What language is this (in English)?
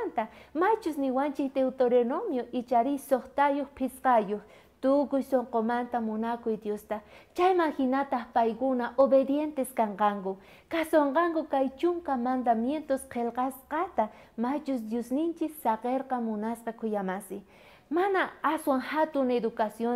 South Bolivian Quechua